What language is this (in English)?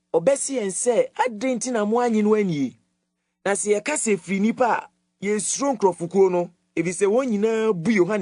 Akan